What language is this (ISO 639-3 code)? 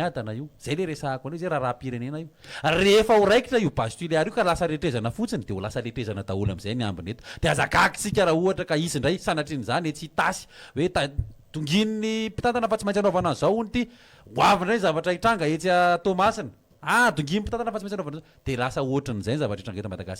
mlg